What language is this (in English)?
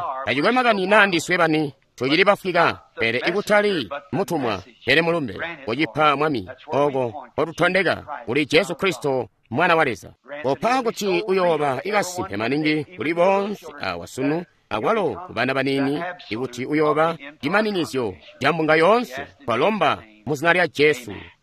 Tonga (Zambia)